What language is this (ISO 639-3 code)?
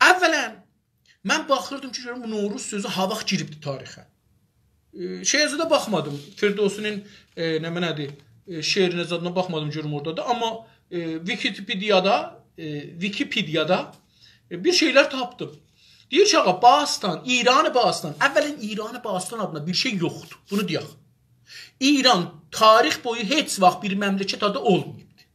azb